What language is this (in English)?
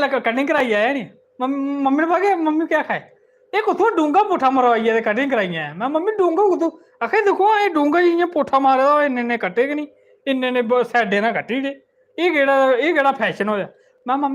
Dogri